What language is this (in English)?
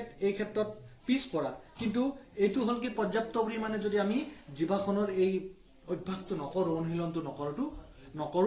Assamese